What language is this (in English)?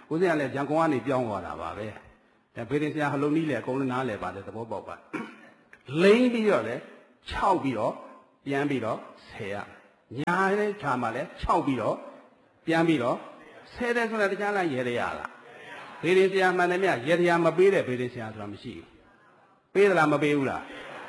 Burmese